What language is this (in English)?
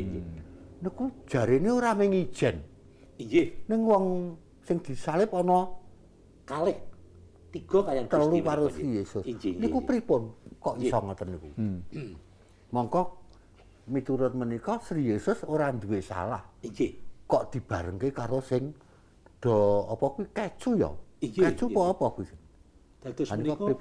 Javanese